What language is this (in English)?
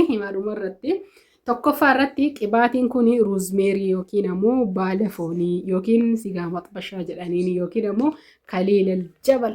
Oromo